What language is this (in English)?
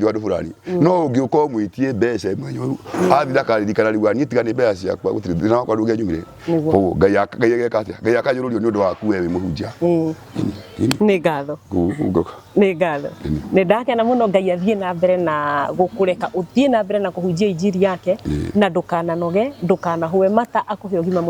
Kikuyu